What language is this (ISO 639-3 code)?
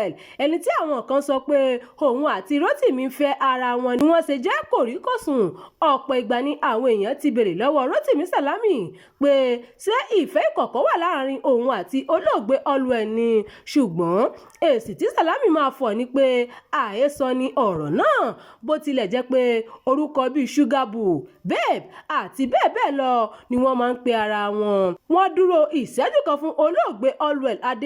yor